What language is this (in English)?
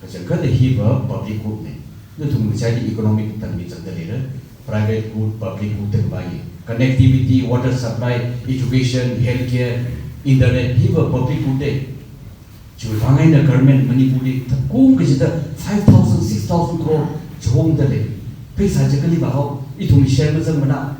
Tangkhul Naga (India)